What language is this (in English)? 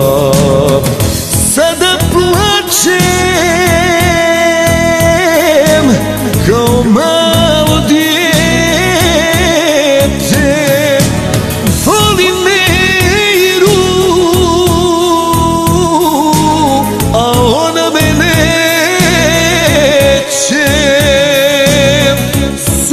Croatian